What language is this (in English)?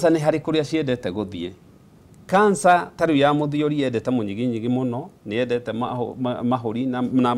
Kikuyu